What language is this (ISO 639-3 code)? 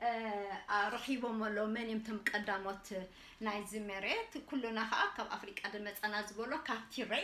tir